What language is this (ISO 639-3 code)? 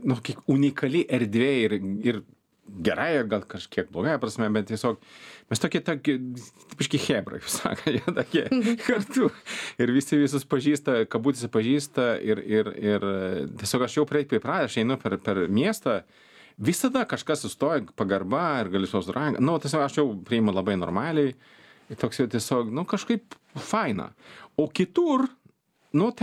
lit